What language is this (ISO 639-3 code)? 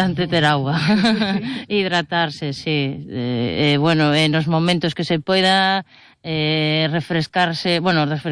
glg